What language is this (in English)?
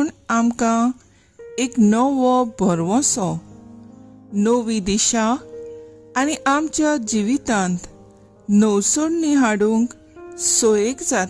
Konkani